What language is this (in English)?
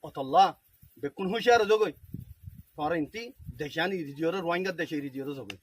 Rohingya